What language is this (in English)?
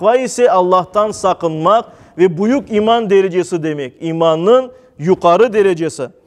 Crimean Tatar